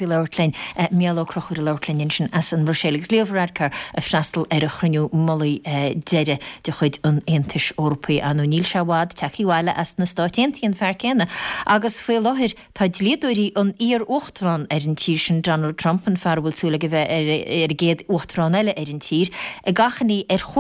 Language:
Irish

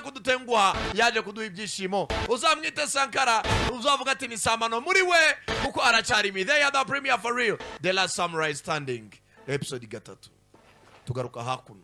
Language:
Kinyarwanda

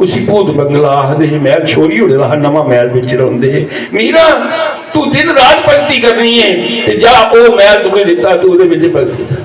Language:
Dogri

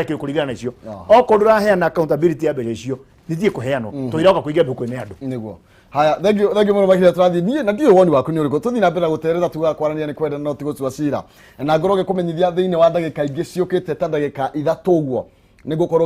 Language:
Kikuyu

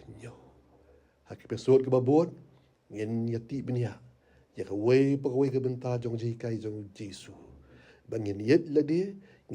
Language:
Khasi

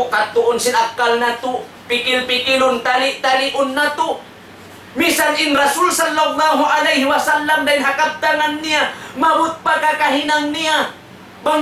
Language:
Tausug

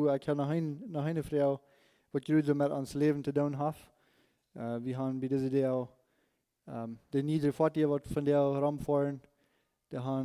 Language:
Plautdietsch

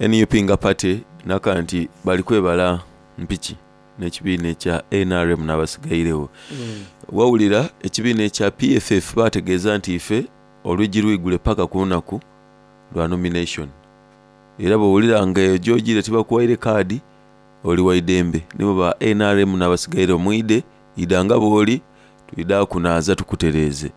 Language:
Soga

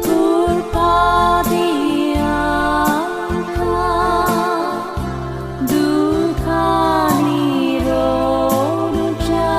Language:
Konkani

